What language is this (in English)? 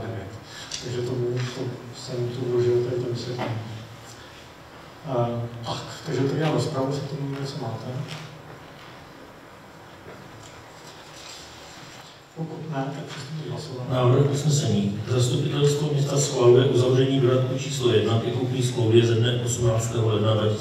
Czech